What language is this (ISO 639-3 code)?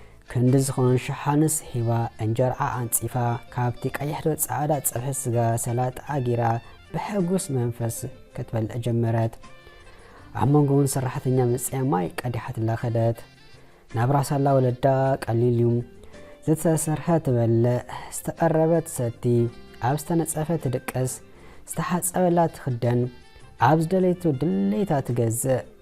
tir